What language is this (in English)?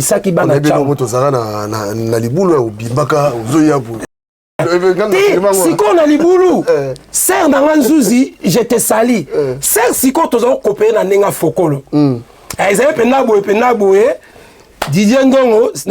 Lingala